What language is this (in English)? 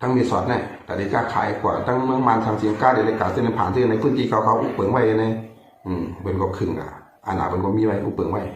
Shan